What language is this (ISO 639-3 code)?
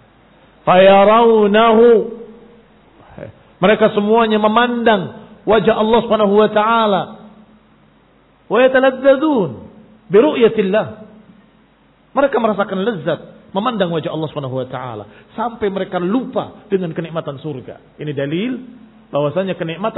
ind